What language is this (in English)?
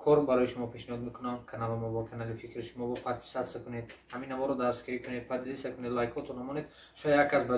Tajik